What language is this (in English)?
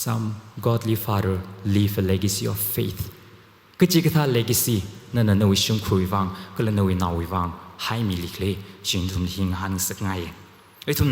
Tangkhul Naga (India)